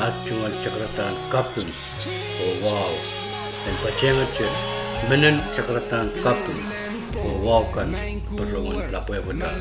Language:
Pohnpeian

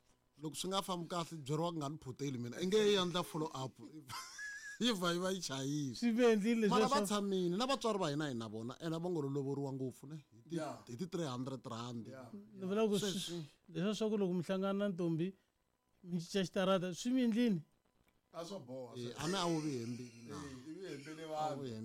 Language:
Tsonga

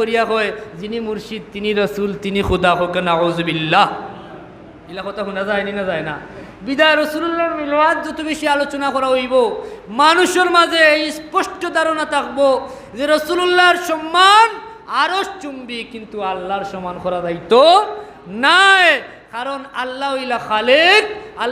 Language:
Sylheti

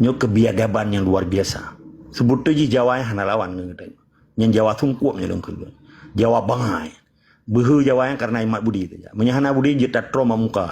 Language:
Achinese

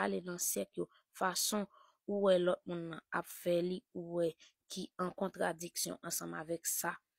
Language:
Haitian Creole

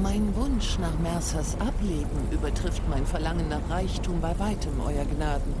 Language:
Swiss German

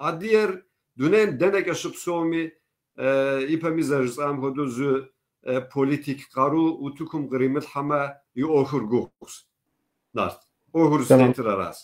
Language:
Kabardian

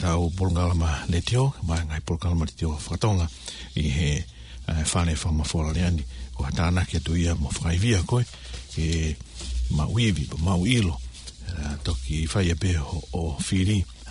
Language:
Tongan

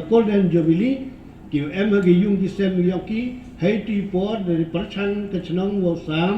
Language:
Pnar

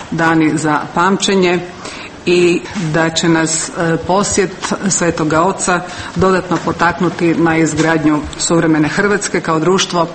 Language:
Croatian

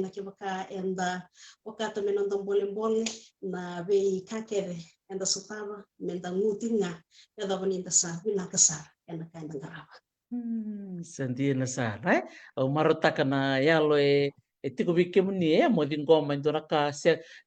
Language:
Fijian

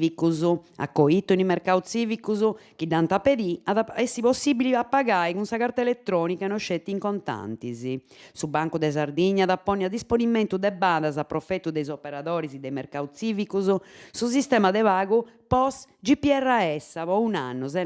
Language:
Sardinian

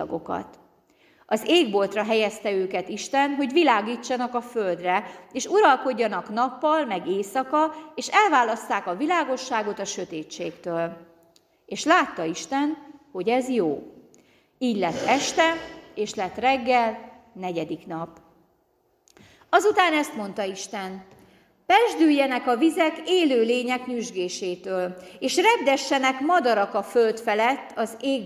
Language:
Hungarian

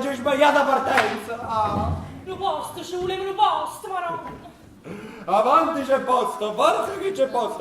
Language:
Neapolitan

